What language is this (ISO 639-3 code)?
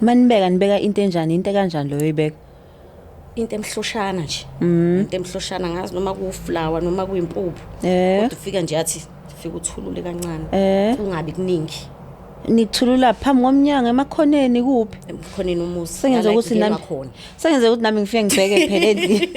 zul